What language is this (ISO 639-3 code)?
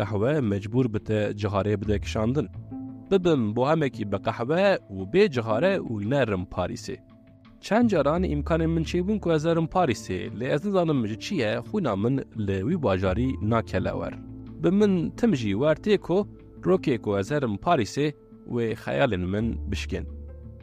kur